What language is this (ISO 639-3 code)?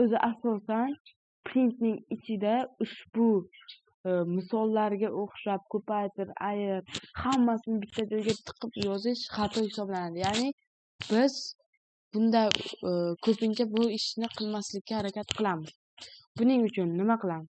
uzb